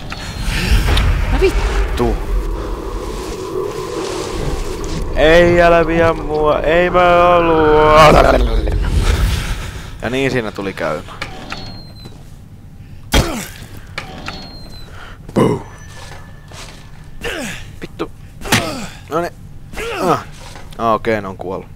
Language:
Finnish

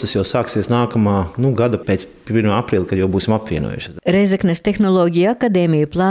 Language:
Latvian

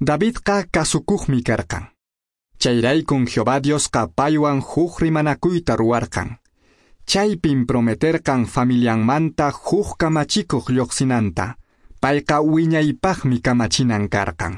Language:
Quechua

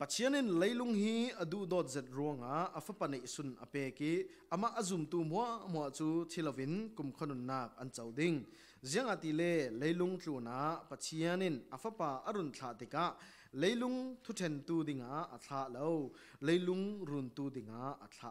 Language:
Falam Chin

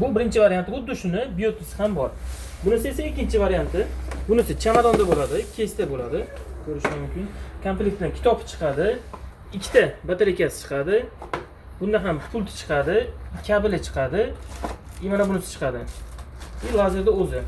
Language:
Uzbek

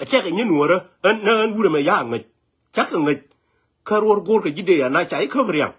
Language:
Nuer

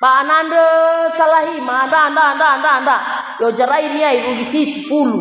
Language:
Nias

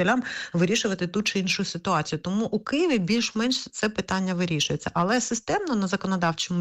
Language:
Ukrainian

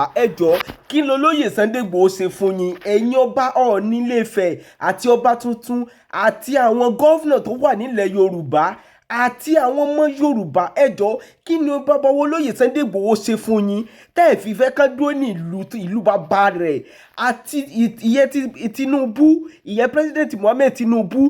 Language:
Yoruba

